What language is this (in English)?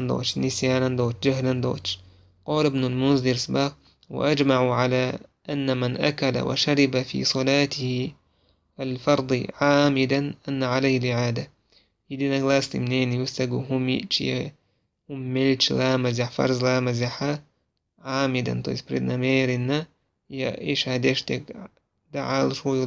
Chechen